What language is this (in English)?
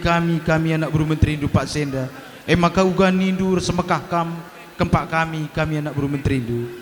Batak Karo